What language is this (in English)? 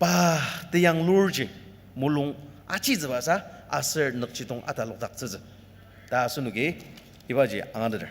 Ao Naga